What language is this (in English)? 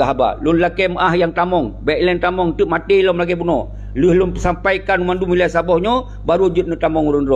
Achinese